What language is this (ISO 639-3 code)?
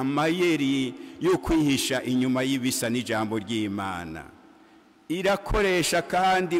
run